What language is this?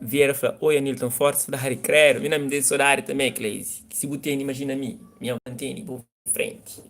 Kabuverdianu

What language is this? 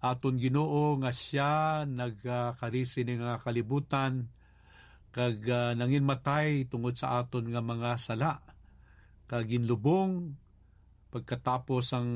Hiligaynon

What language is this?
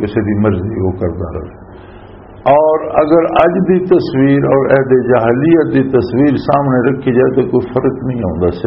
Western Panjabi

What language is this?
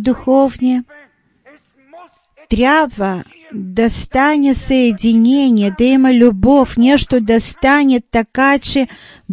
Bulgarian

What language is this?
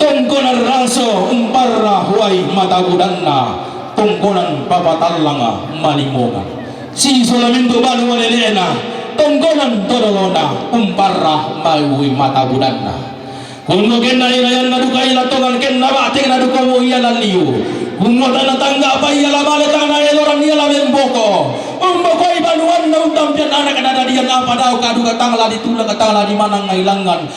Toraja-Sa'dan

